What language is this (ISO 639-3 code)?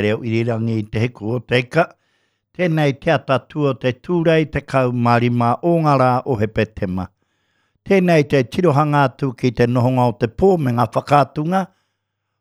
mri